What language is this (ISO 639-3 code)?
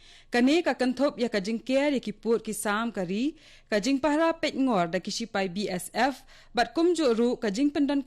kha